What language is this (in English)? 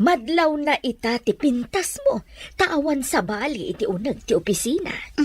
Iloko